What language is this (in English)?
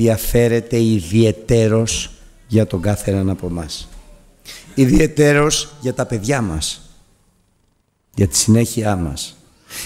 Greek